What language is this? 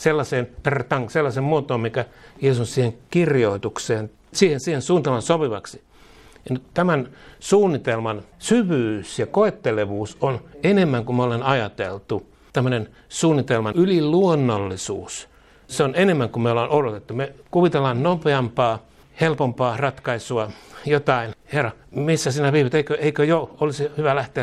Finnish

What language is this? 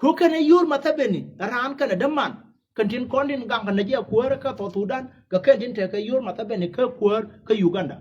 Nuer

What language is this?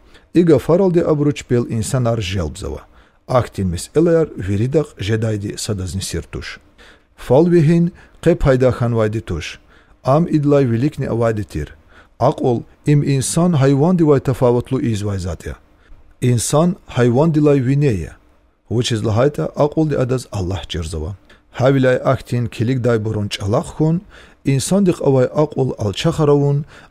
Lezghian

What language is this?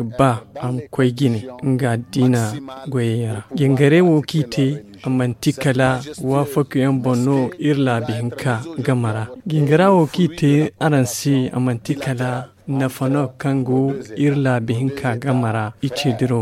Zarma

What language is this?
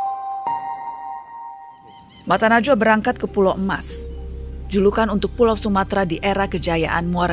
Indonesian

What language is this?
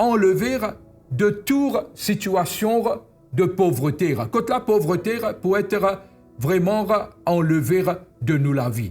Morisyen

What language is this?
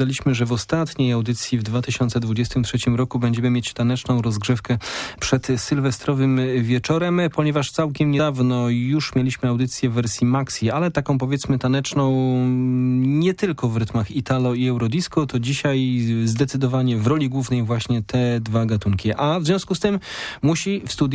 Polish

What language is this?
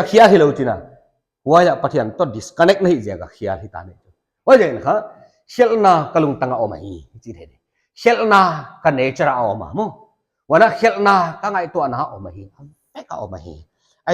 Paite Chin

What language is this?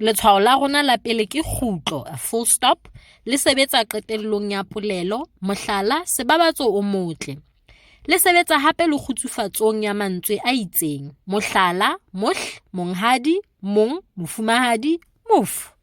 Southern Sotho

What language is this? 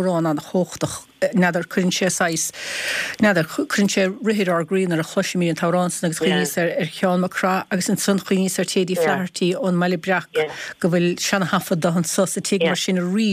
Irish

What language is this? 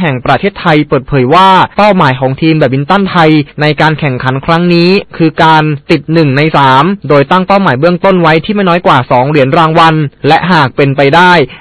Thai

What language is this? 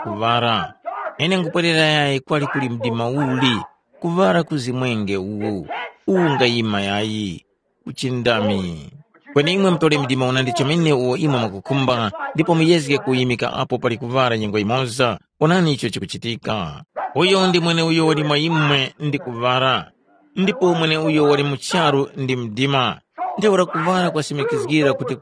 Tumbuka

